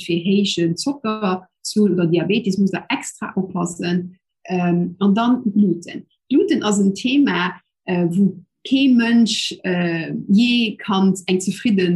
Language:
Luxembourgish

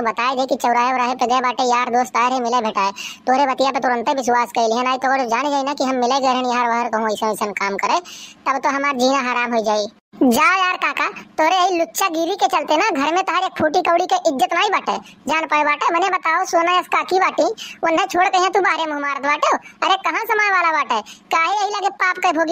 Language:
Awadhi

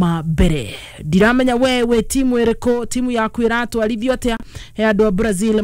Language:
Kikuyu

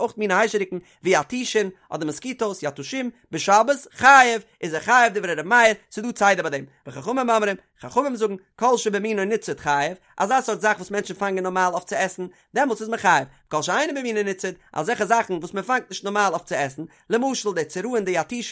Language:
Yiddish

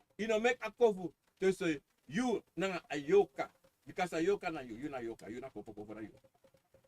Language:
Sranan Tongo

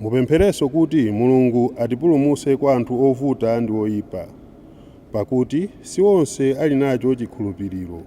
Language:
Nyanja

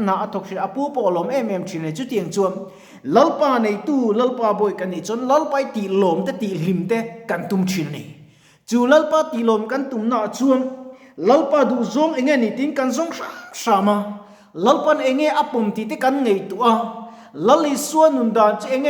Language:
Mizo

